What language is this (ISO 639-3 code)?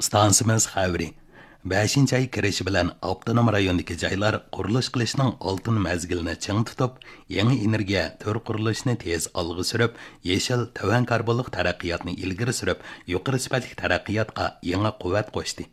uig